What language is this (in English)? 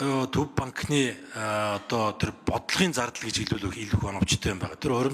Mongolian